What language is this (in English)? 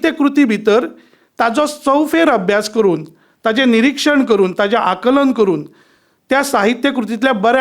Konkani